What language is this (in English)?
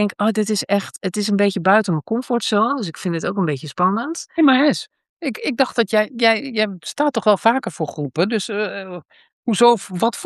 Dutch